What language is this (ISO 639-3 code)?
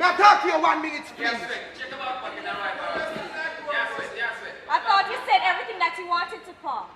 jam